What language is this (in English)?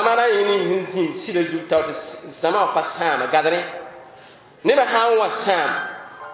Mossi